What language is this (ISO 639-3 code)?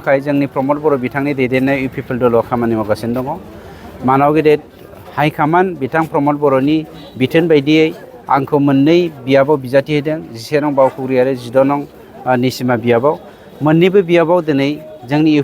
brx